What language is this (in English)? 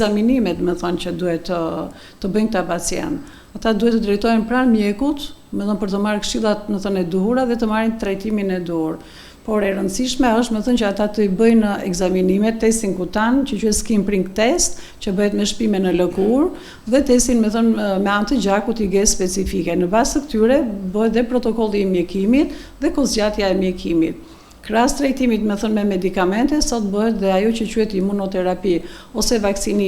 Albanian